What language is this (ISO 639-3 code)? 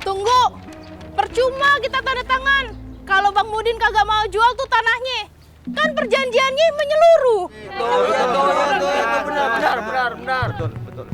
bew